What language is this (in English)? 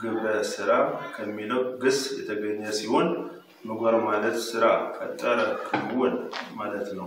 Amharic